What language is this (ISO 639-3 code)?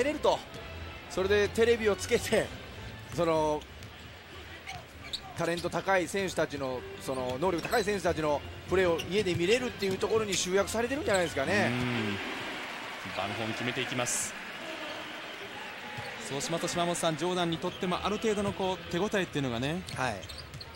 jpn